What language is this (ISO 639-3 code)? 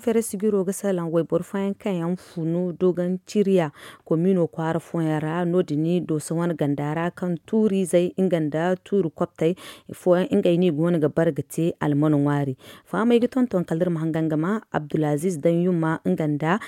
dje